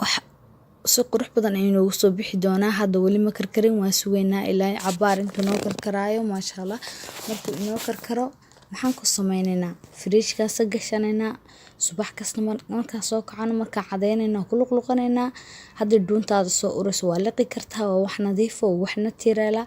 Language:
Somali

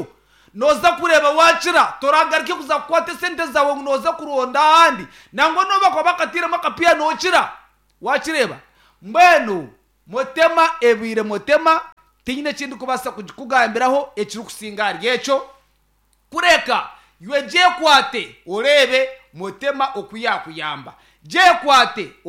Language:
Nyankole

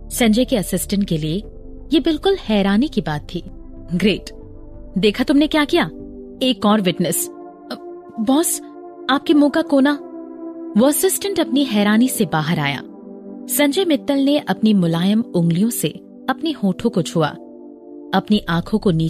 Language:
Hindi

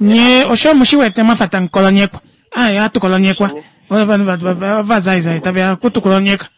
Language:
Kuanyama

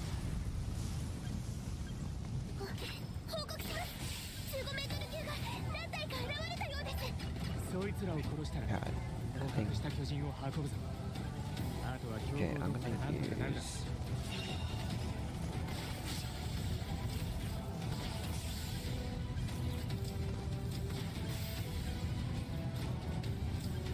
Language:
English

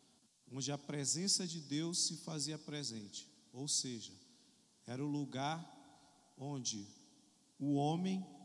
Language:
Portuguese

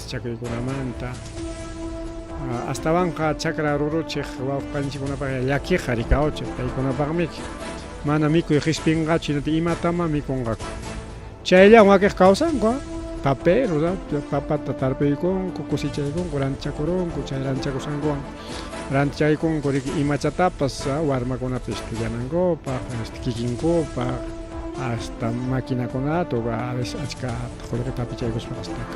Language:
Ayacucho Quechua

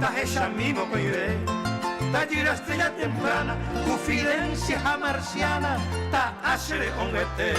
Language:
Guarani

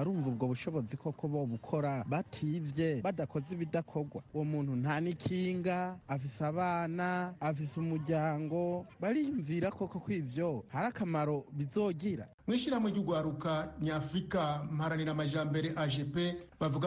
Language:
Rundi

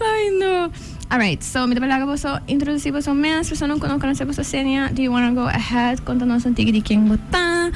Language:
Papiamento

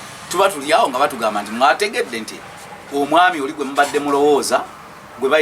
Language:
Ganda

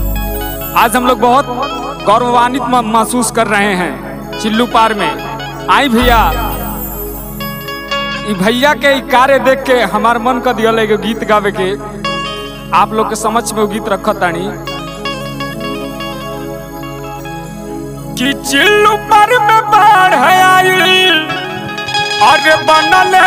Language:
Bhojpuri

